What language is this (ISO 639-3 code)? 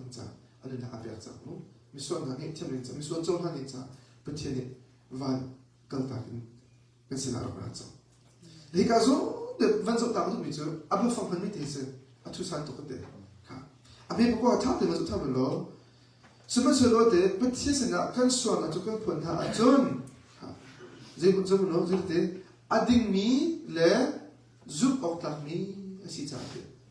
cnh